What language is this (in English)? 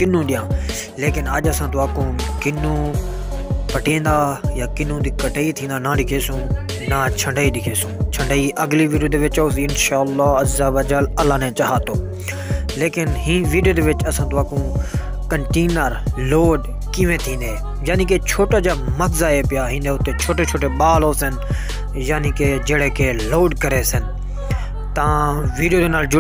Saraiki